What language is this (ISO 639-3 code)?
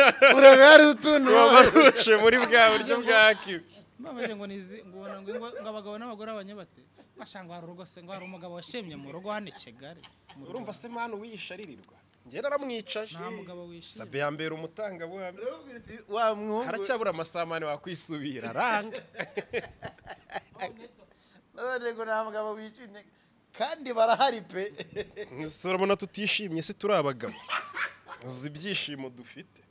kin